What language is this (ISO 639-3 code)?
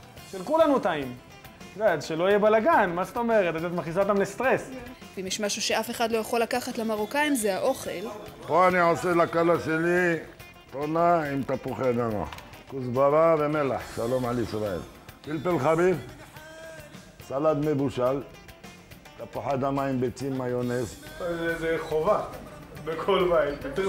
heb